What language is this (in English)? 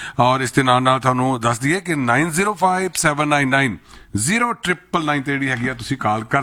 Punjabi